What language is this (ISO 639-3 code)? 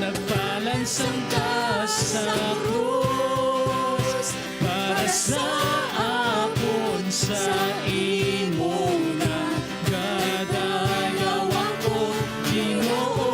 hil